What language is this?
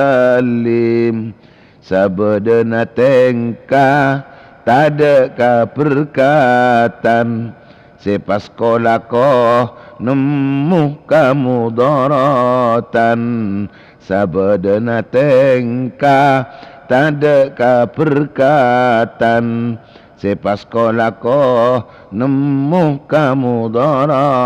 Madurese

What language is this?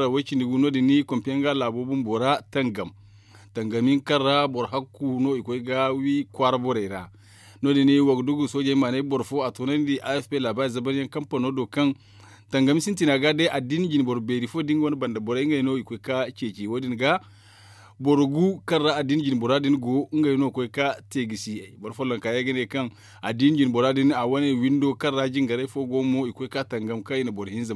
Zarma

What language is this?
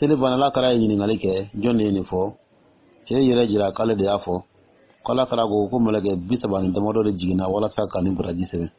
Dyula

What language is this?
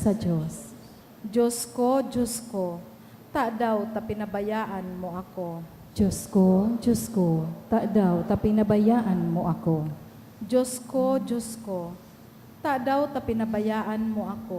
Bikol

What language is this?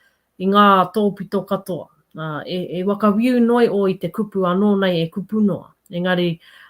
Māori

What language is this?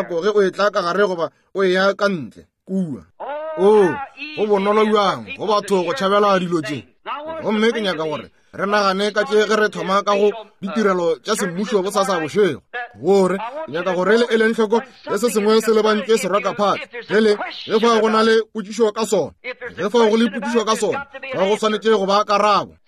Northern Sotho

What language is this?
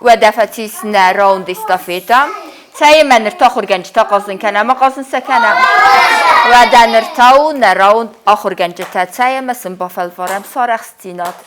Ossetic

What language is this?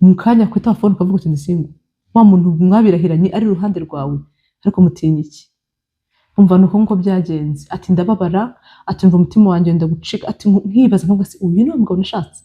Kinyarwanda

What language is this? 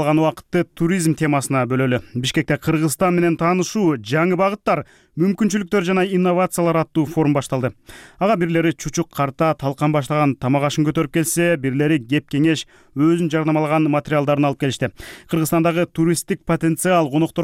Kyrgyz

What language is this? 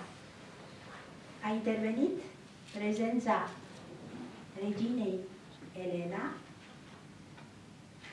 Romanian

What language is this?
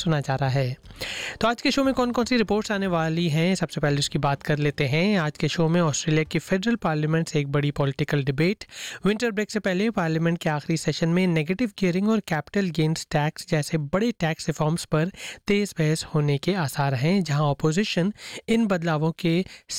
Hindi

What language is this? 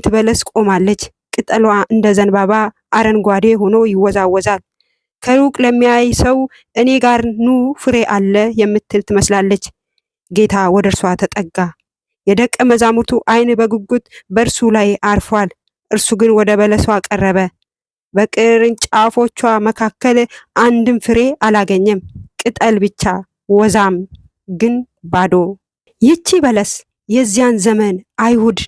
Amharic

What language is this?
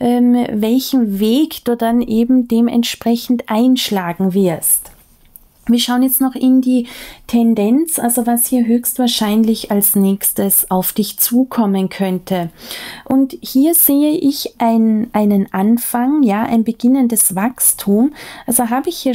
German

